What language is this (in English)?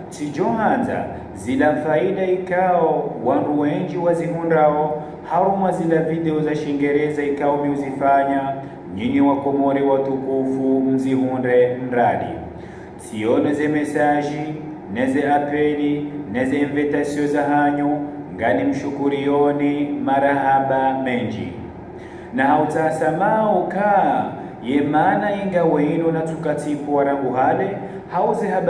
Ngazidja Comorian